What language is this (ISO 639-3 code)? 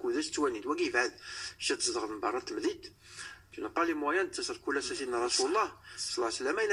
kab